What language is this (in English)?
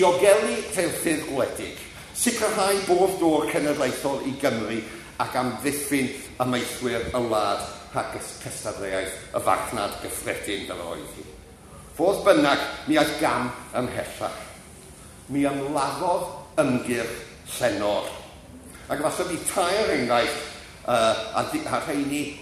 Welsh